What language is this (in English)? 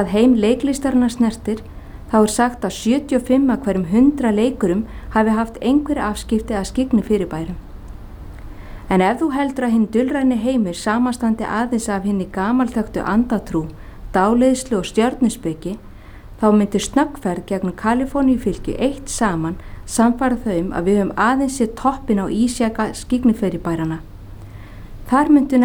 Icelandic